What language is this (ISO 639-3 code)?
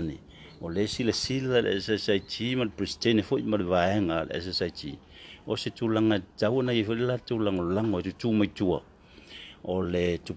smo